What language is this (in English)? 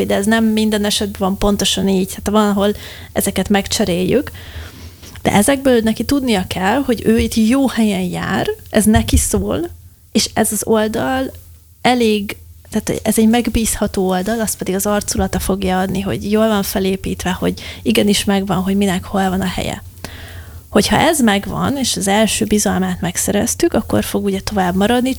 Hungarian